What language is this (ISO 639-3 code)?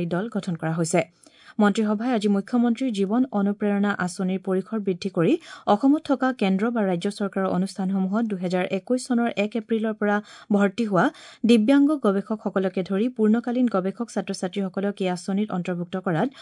asm